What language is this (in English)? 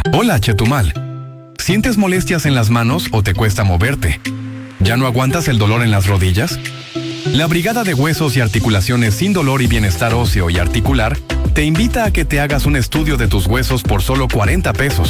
Spanish